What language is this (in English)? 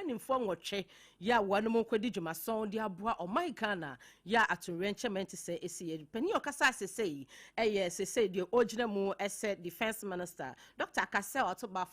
Akan